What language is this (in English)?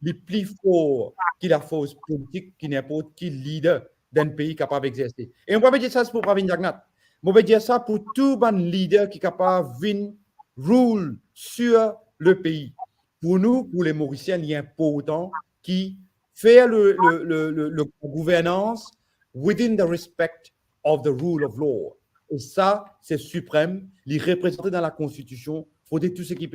Morisyen